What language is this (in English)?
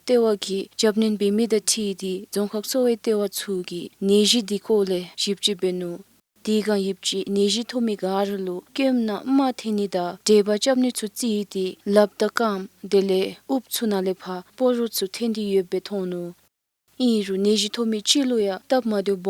Dzongkha